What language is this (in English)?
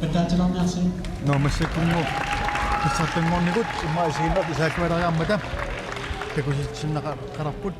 Kalaallisut